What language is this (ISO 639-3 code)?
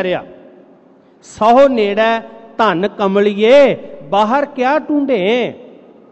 pan